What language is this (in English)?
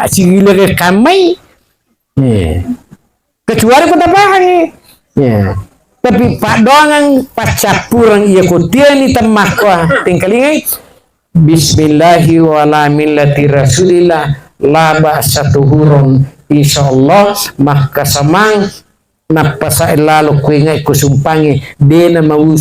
Buginese